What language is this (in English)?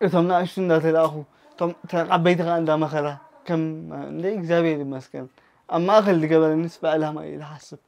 Tigrinya